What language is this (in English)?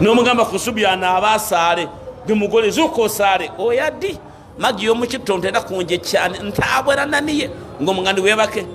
Ganda